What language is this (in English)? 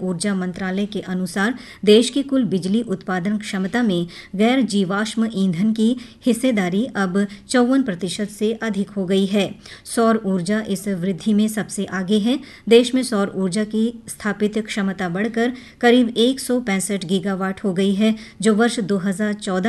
Hindi